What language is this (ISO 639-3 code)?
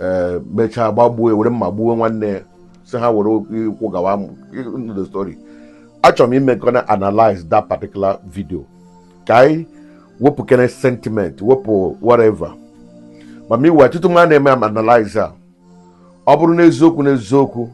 ibo